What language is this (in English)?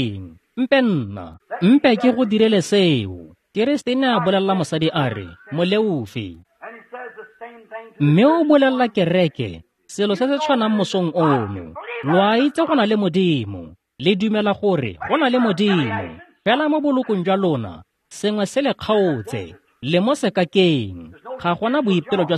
Tswana